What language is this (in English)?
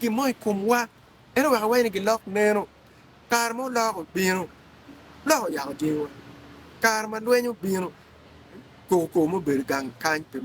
Acoli